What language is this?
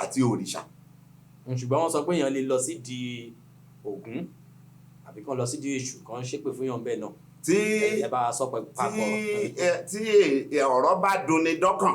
Yoruba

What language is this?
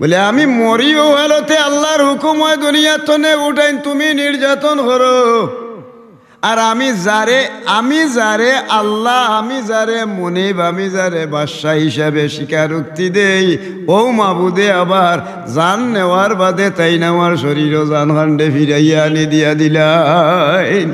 Sylheti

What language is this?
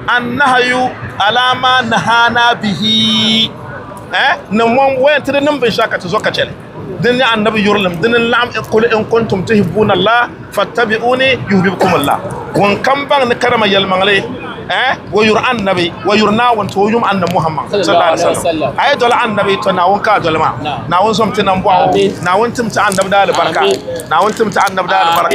Dagbani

